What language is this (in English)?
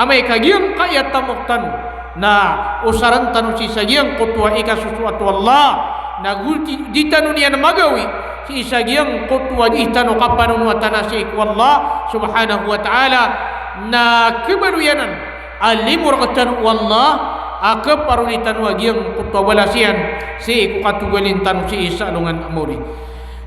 Maranao